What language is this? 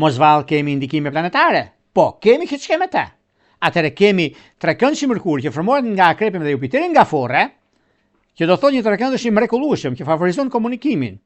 Albanian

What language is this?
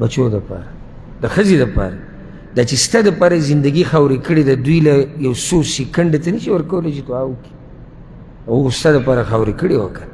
Pashto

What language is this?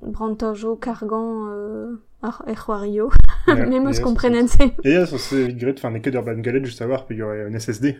Breton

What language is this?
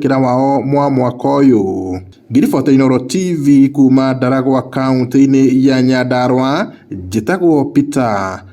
Kikuyu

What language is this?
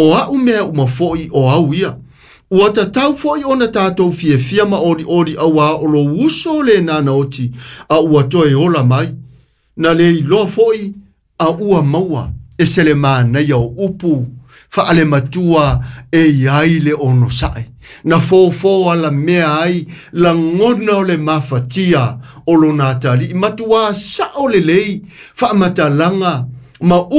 Samoan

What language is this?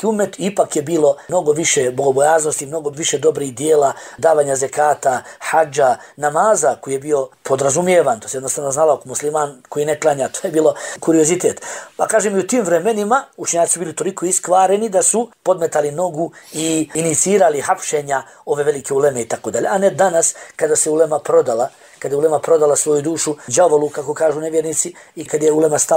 Bosnian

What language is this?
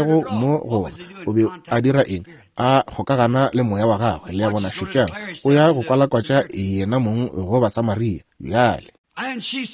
Northern Sotho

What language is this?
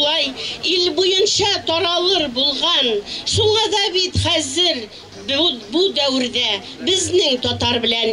Bashkir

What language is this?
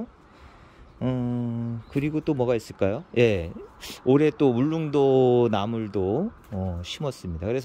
Korean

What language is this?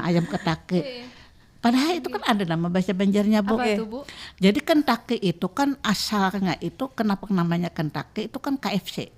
Banjar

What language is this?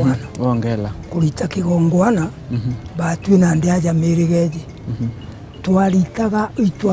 Meru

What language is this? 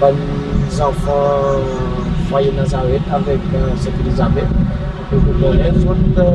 Seselwa Creole French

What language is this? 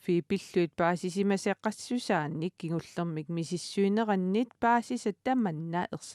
Kalaallisut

